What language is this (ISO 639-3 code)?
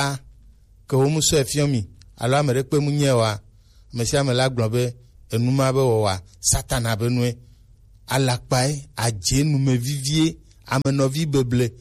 gej